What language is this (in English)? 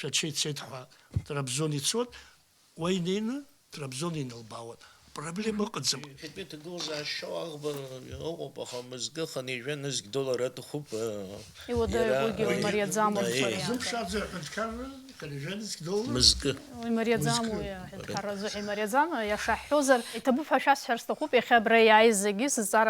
Abkhazian